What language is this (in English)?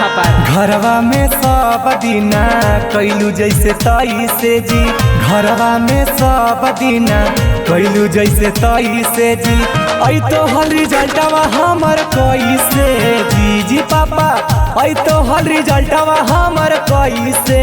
Magahi